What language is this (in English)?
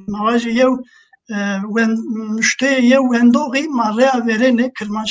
Zaza